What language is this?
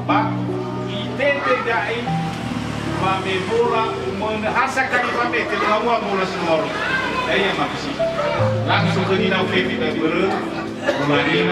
Nias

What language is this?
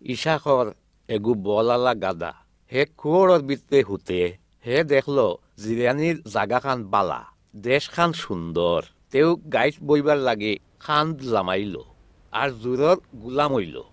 Sylheti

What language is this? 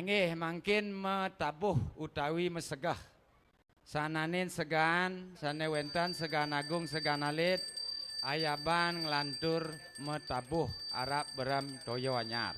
Balinese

